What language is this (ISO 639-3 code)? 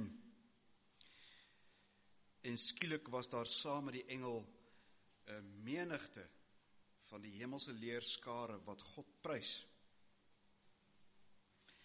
afr